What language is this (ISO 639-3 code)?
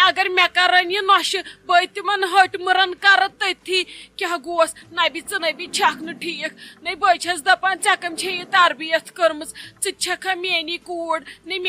kas